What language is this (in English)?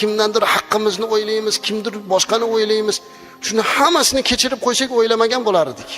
Uzbek